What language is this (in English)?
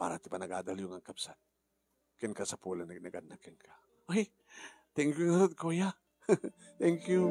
Iloko